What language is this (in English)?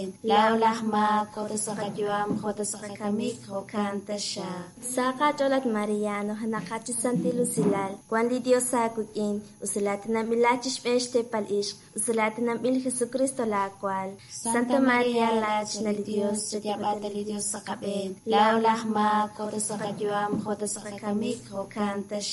Kekchí